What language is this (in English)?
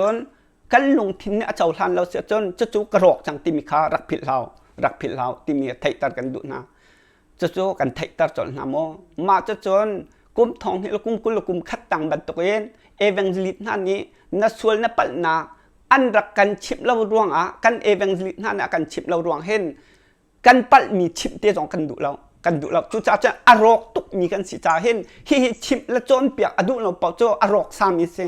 Hakha Chin